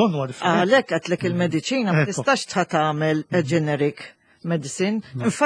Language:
Maltese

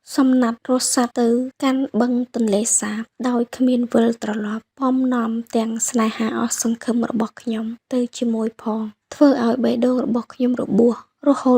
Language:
Khmer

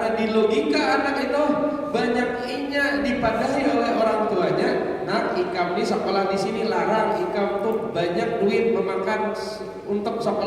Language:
Banjar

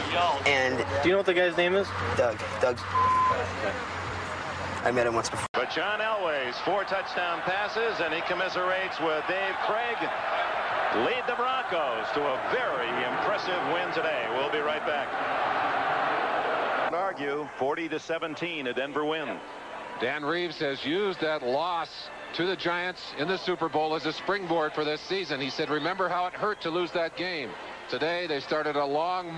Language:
English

